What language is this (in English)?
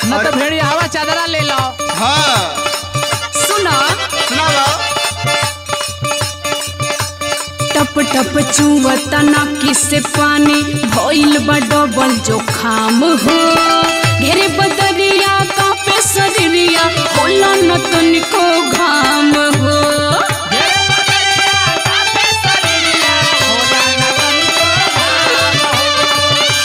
Bhojpuri